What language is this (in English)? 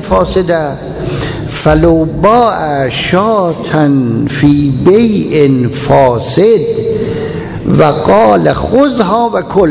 Persian